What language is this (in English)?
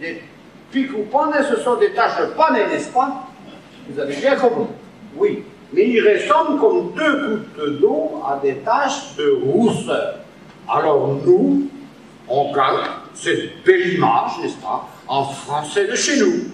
Breton